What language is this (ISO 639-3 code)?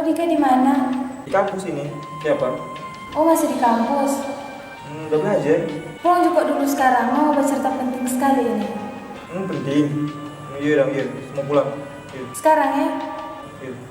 xmm